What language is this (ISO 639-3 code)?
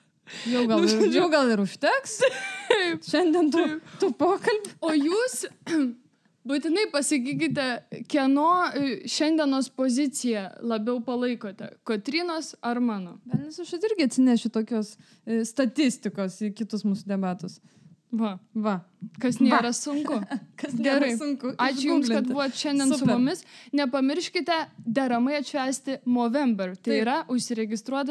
lit